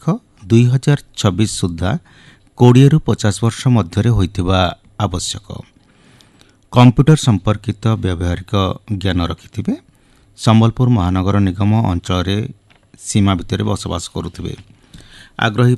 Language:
Odia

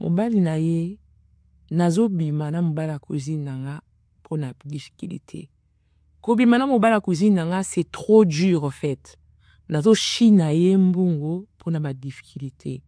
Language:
Lingala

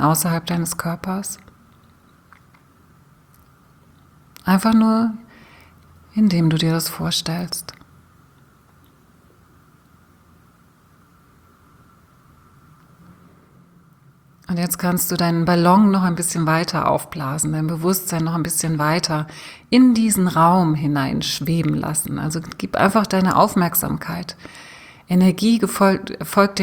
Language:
German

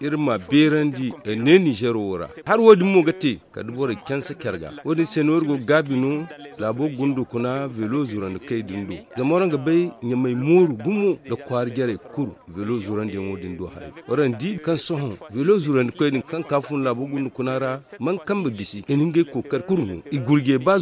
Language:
Zarma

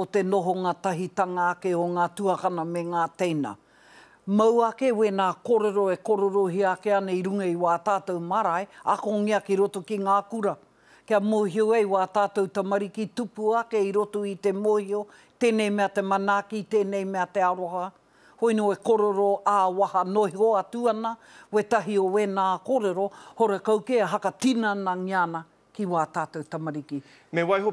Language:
Māori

